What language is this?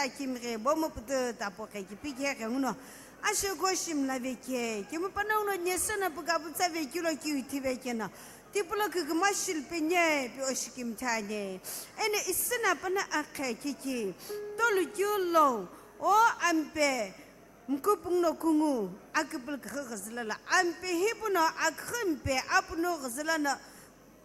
Sumi Naga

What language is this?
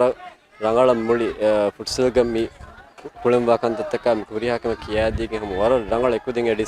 Divehi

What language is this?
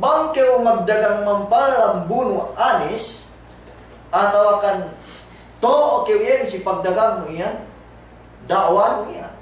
Yakan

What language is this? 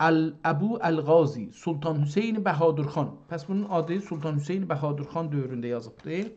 South Azerbaijani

